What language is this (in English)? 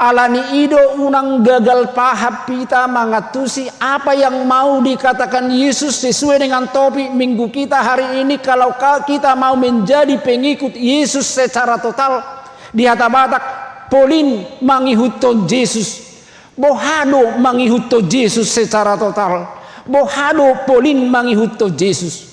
Batak Toba